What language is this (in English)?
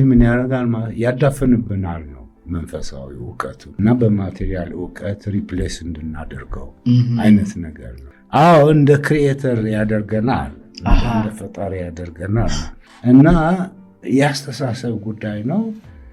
Amharic